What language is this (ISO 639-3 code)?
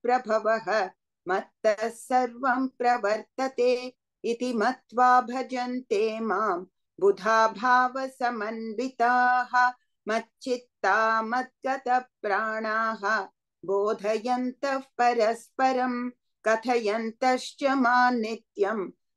san